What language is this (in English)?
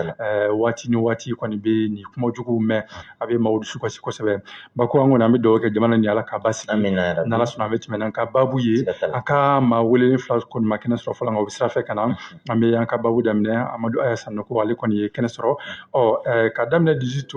Bambara